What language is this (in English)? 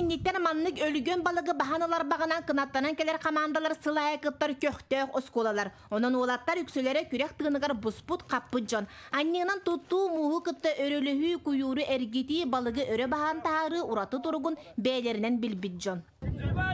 Yakut